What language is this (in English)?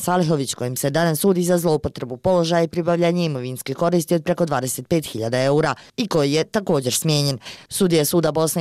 Bosnian